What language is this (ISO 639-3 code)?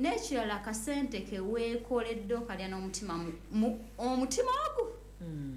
lug